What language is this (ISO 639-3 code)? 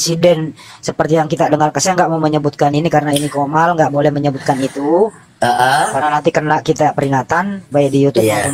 ind